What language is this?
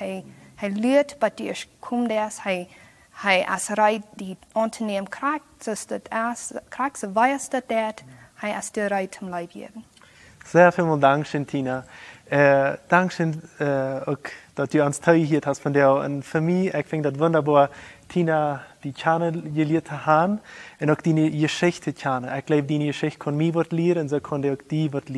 Plautdietsch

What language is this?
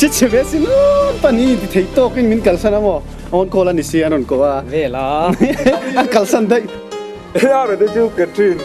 Mizo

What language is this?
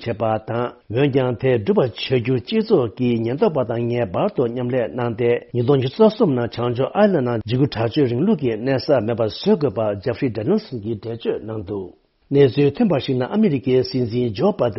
Tibetan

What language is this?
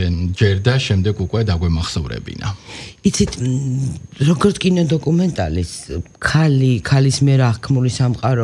Georgian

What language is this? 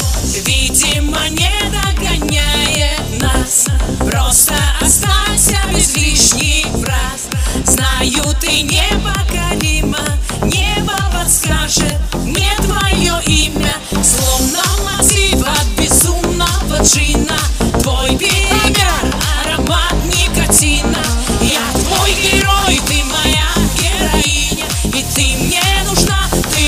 Russian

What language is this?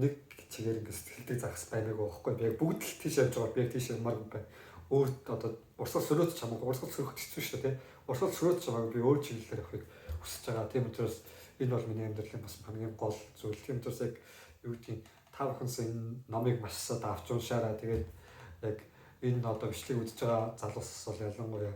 Mongolian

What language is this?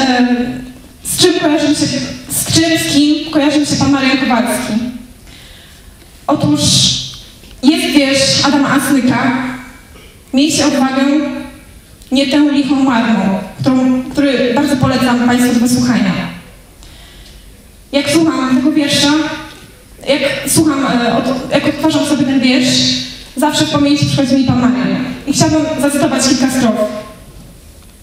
Polish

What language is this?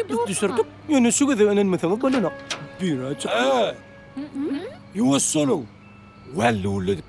Turkmen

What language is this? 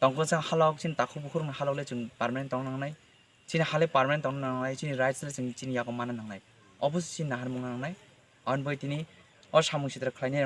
Kok Borok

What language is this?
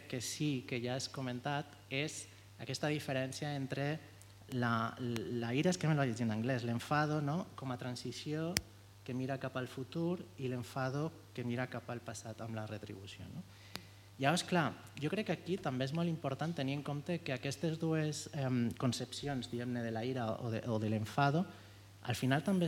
Catalan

